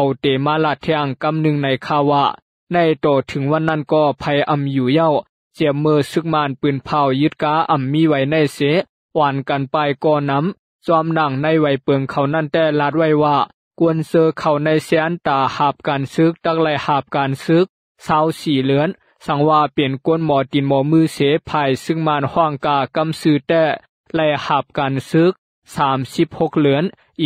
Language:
Lao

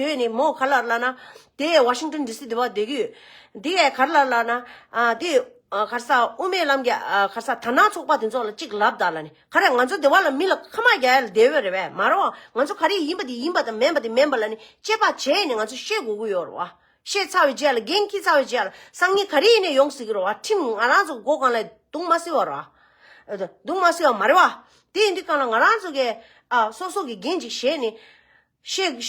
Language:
Tibetan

